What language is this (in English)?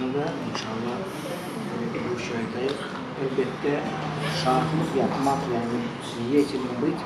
Crimean Tatar